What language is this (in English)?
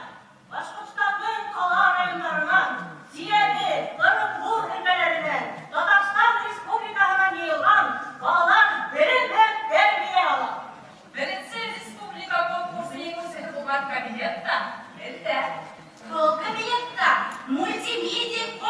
Bashkir